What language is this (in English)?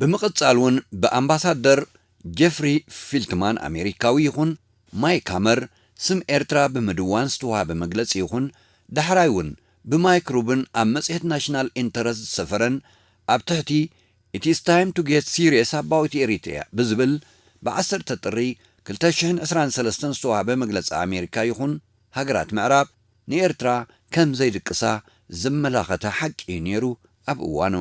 Tigrinya